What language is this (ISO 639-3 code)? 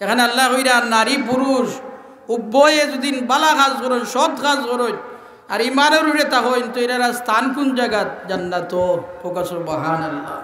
syl